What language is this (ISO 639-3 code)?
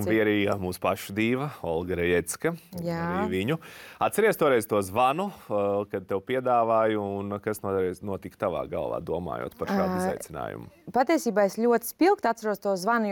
lav